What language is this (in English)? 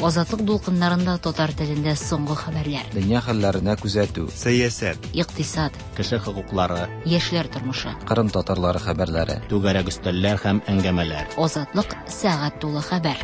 Tatar